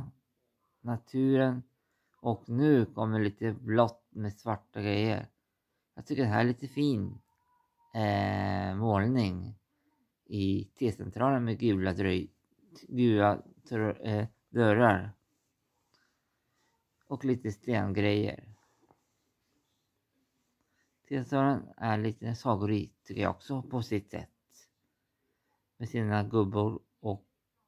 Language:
Swedish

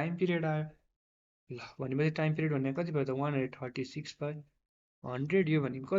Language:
Nepali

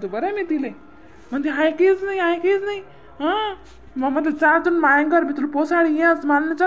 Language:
Khandesi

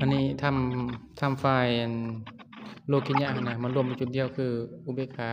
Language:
Lao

